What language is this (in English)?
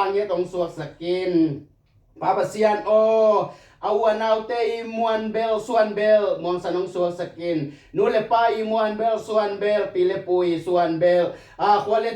Tedim Chin